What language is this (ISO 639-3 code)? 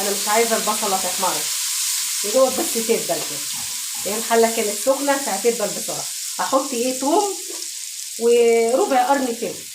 arz